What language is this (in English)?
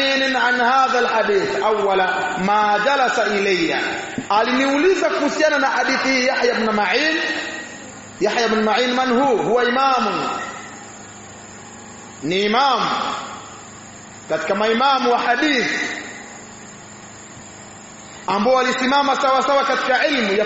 Swahili